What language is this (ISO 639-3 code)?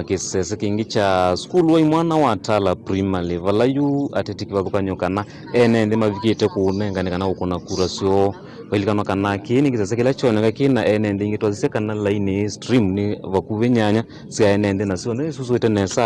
kam